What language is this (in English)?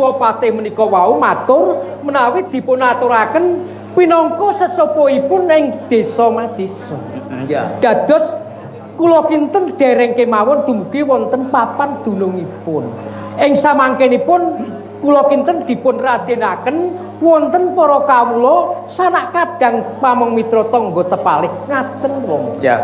Javanese